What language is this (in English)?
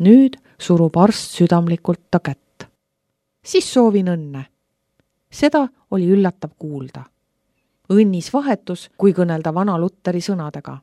Estonian